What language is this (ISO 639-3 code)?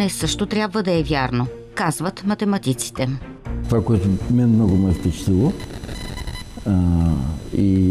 bul